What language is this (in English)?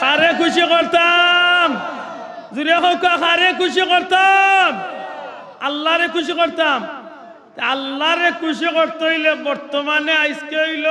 Sylheti